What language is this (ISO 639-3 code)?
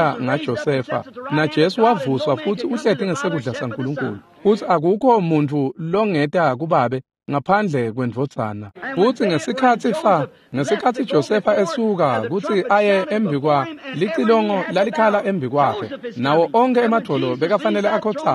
ssw